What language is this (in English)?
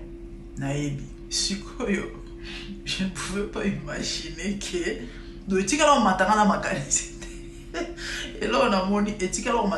Lingala